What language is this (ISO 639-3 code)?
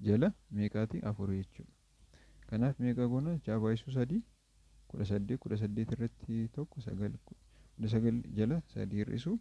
orm